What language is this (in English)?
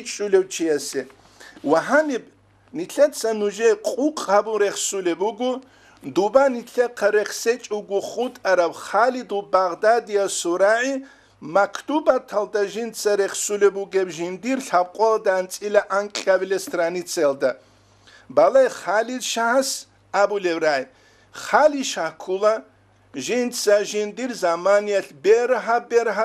Avaric